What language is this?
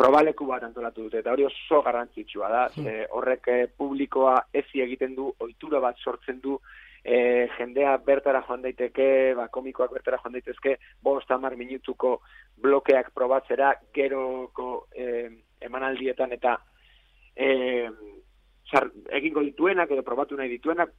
Basque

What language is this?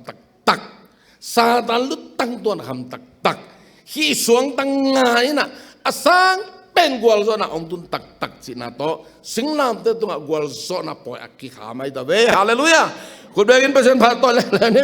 Tedim Chin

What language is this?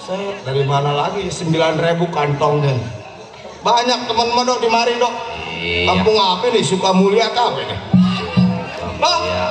Betawi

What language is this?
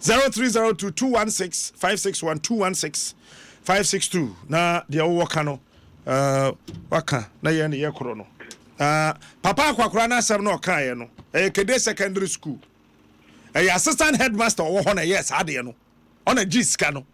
Akan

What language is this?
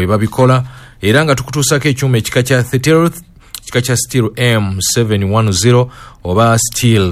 Ganda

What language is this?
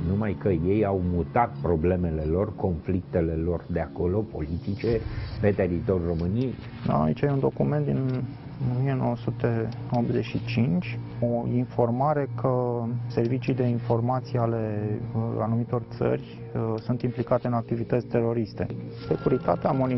Romanian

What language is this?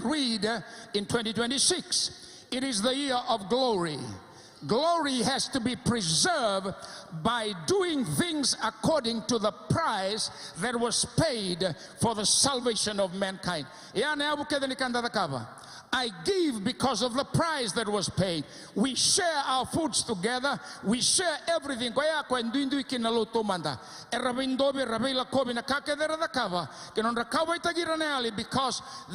Fijian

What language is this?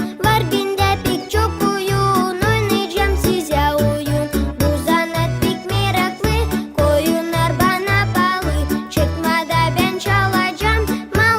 Gagauz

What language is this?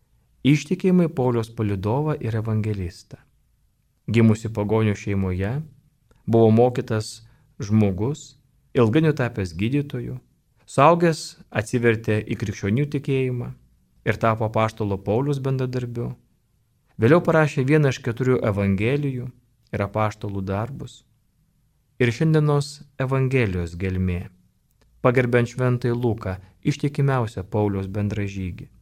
Lithuanian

